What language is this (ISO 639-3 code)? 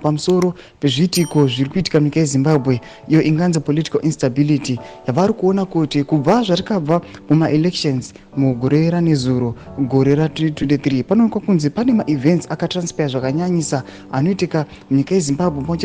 sna